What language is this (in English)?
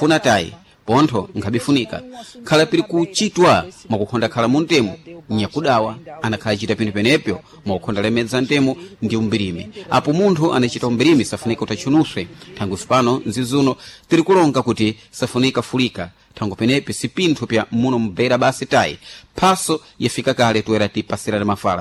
Sena